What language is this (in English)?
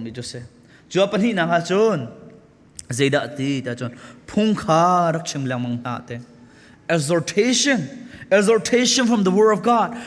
Hakha Chin